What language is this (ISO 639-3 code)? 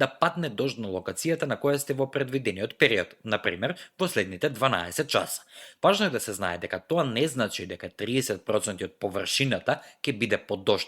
mkd